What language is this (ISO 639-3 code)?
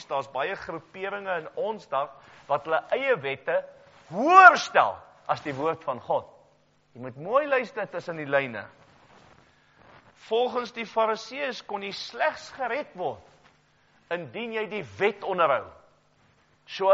afr